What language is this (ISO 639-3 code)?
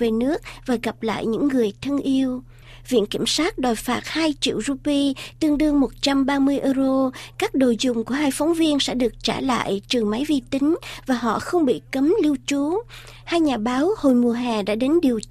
vie